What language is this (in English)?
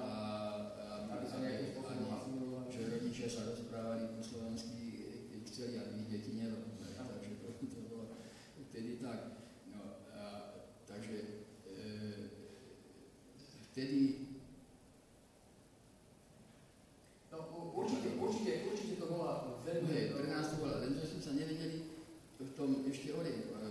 Slovak